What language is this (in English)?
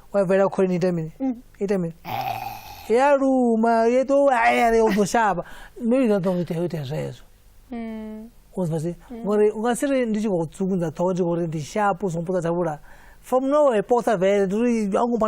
Venda